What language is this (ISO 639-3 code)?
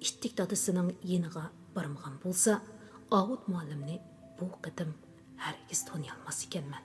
uig